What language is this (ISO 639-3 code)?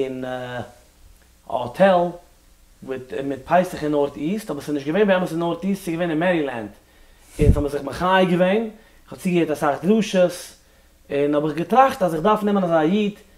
yid